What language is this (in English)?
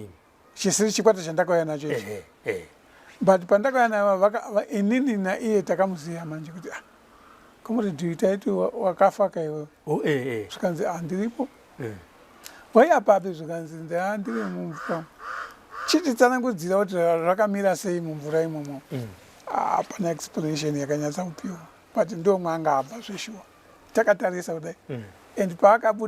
Shona